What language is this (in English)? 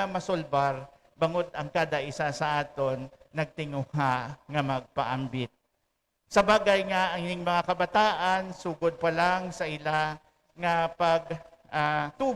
Hiligaynon